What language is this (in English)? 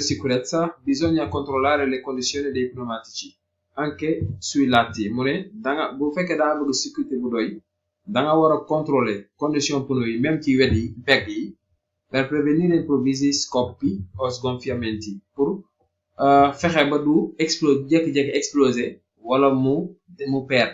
Wolof